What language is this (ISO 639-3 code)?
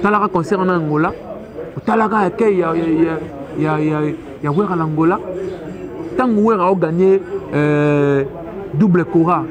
lin